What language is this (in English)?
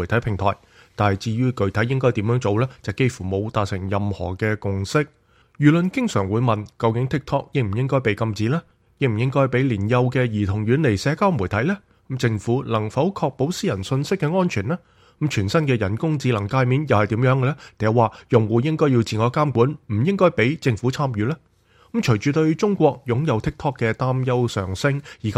Cantonese